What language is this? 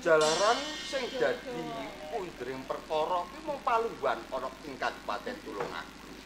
Javanese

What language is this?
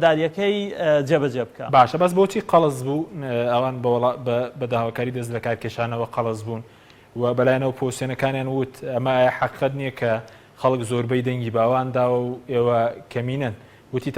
Central Kurdish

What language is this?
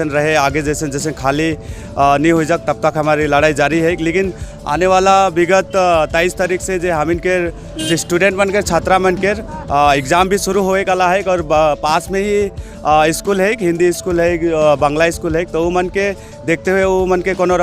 Sadri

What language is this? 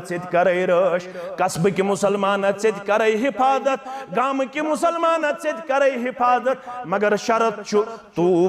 Kashmiri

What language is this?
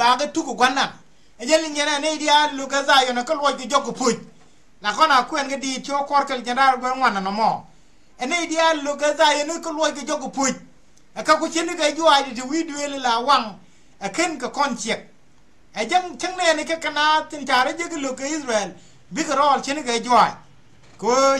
Nuer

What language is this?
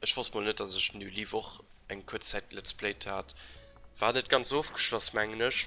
Luxembourgish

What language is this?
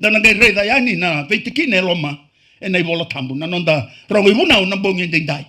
Fijian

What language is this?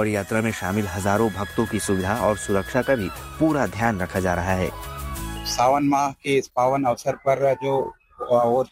Hindi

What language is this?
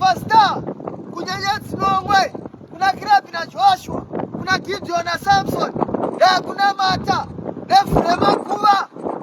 Shona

